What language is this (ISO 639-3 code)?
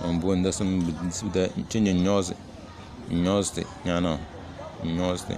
kdh